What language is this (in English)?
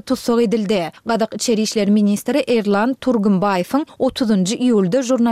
Turkmen